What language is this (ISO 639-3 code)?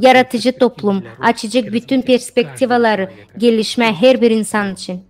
gag